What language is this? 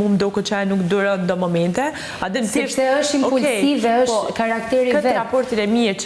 Albanian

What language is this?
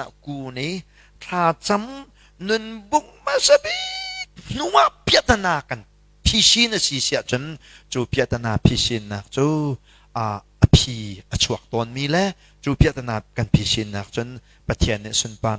Hakha Chin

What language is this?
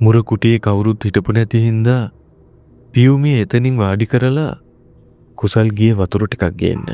Sinhala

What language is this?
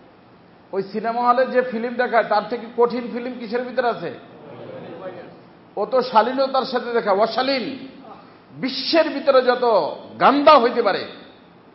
Bangla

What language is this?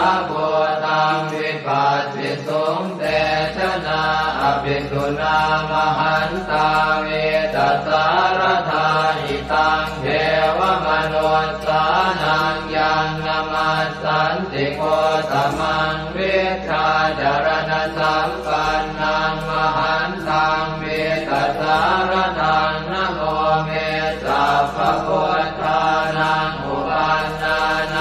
Pali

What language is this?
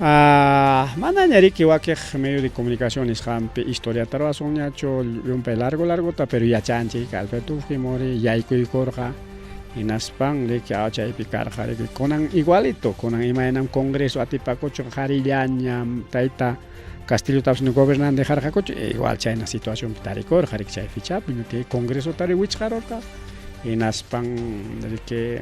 Ayacucho Quechua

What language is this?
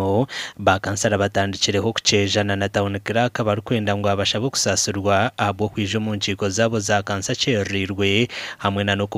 Nyankole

